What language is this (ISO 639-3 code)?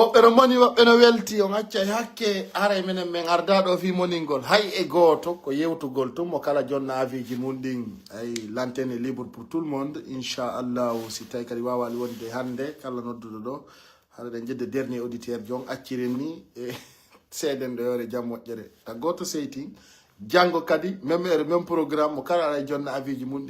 fuf